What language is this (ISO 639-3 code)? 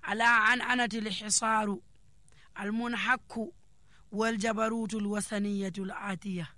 fuv